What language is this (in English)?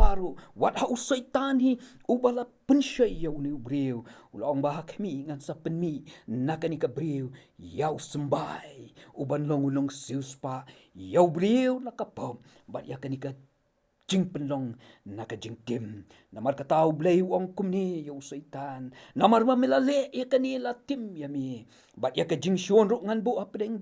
Khasi